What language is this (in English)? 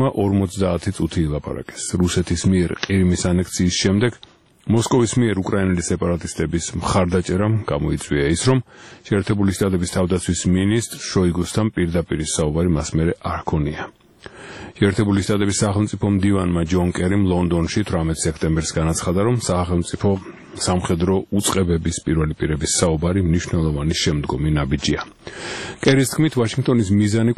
Georgian